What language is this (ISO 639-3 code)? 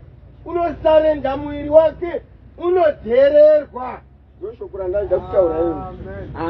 sna